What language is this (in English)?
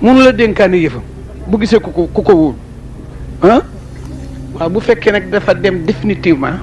Wolof